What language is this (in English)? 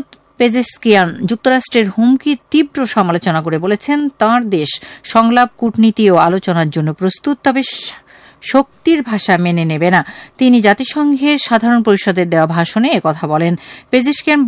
Bangla